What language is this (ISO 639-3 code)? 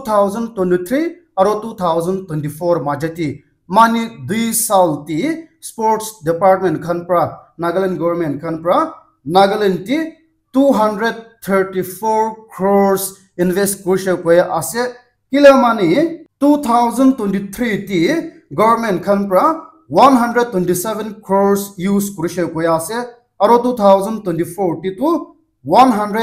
nag